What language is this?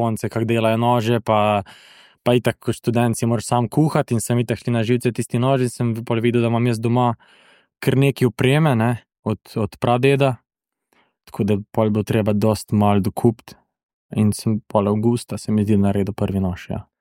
Slovenian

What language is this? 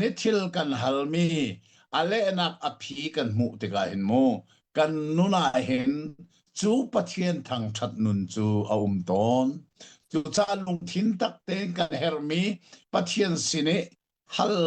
Hakha Chin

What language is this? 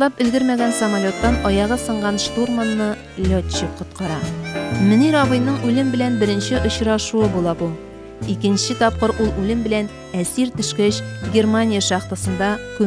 Tatar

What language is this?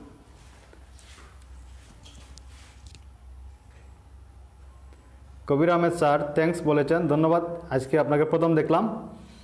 Bangla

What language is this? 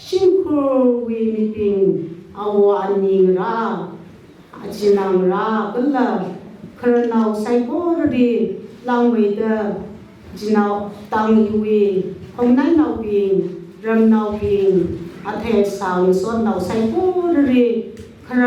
Tangkhul Naga (India)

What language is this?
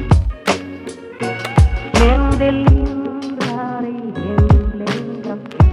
Swedish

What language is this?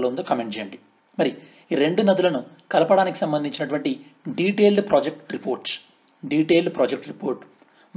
Telugu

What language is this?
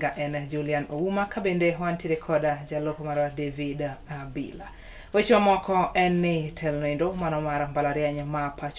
Luo (Kenya and Tanzania)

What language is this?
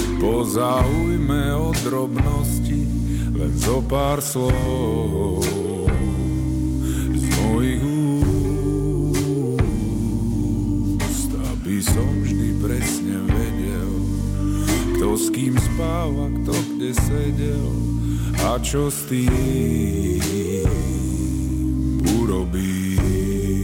Slovak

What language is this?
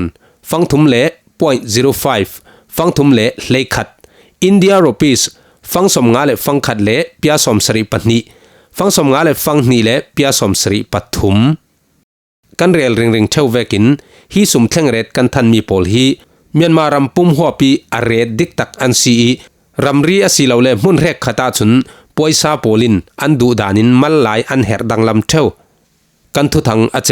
Falam Chin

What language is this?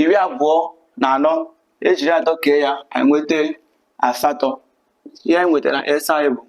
Igbo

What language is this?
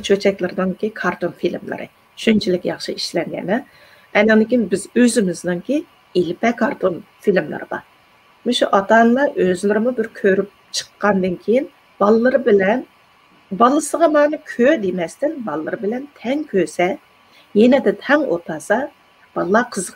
Uyghur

